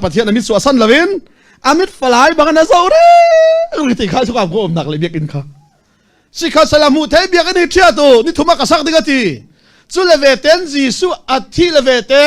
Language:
Falam Chin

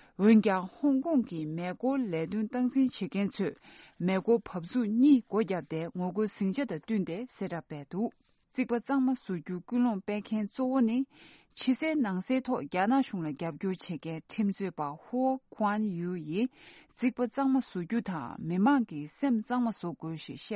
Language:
Tibetan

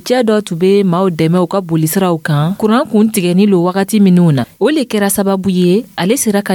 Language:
Dyula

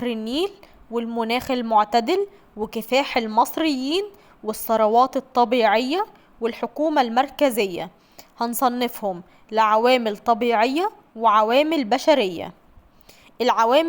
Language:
Egyptian Arabic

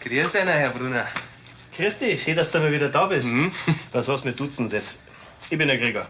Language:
Bavarian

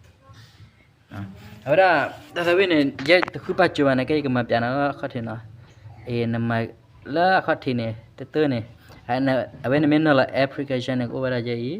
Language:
S'gaw Karen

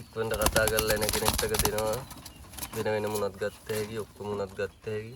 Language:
Sinhala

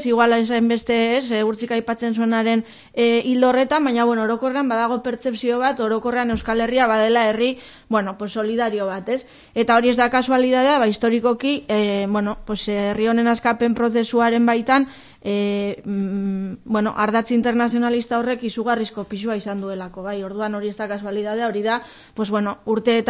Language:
Basque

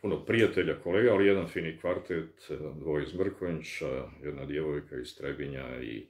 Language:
Bosnian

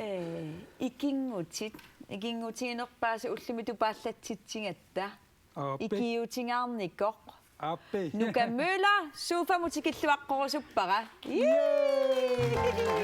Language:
Kalaallisut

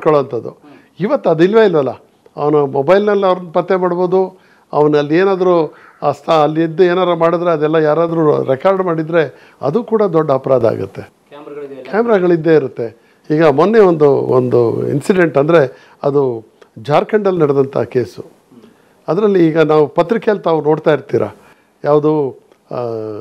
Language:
Kannada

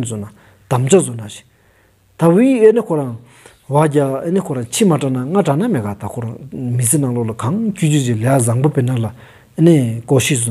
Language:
Stod Bhoti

